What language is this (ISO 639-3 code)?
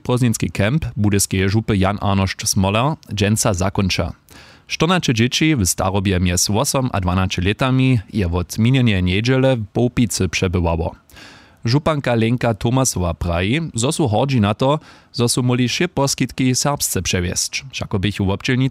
hsb